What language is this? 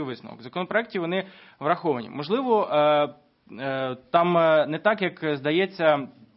Ukrainian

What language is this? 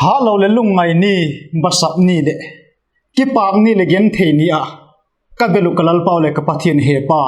Vaiphei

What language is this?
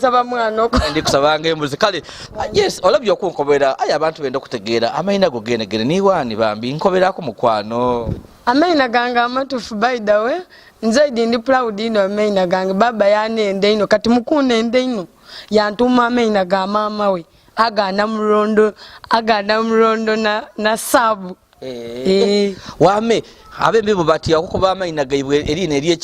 Soga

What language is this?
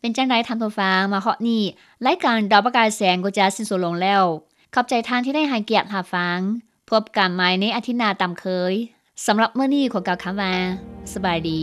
Lao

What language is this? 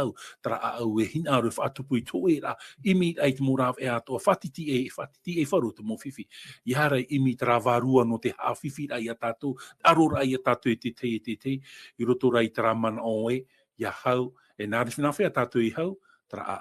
Tahitian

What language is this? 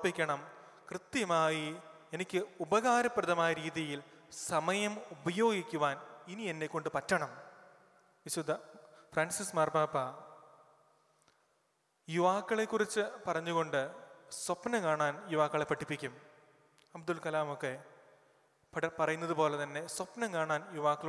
Malayalam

